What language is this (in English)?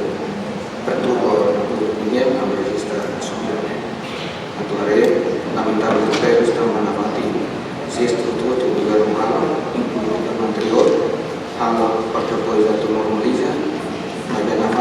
Tetum